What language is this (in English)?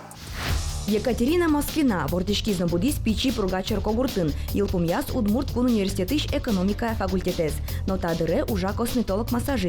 Udmurt